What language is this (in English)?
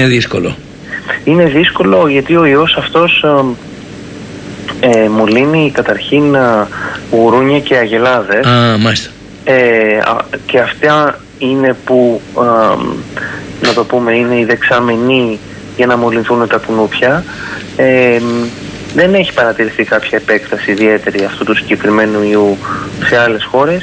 Greek